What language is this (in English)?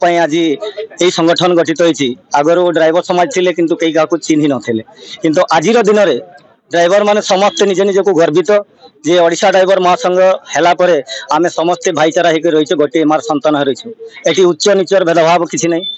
Odia